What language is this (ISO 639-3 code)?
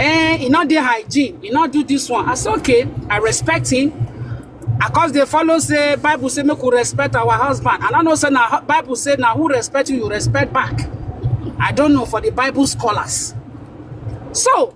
pcm